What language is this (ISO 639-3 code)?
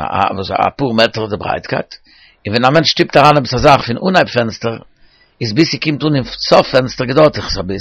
yid